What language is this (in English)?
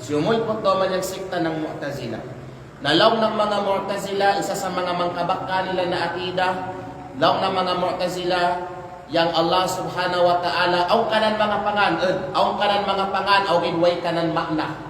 Kalagan